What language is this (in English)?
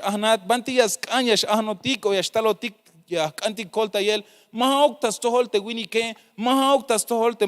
Tzeltal